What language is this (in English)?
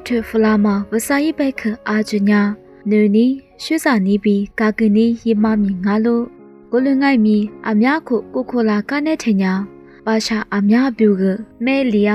Lisu